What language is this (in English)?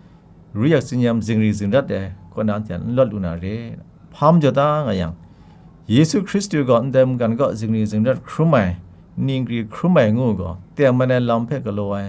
Kachin